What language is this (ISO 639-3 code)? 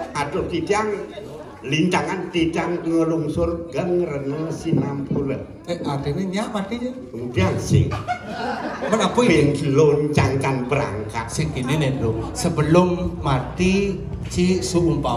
ban